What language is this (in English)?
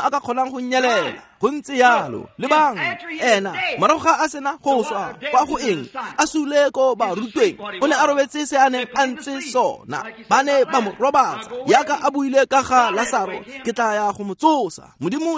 Tswana